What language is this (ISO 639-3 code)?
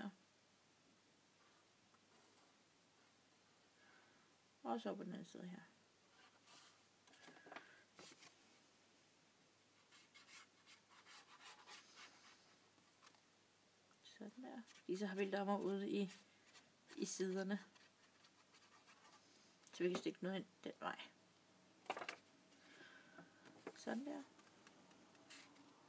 dan